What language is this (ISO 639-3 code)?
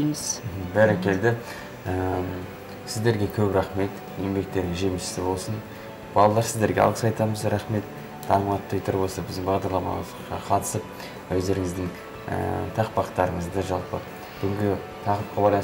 kaz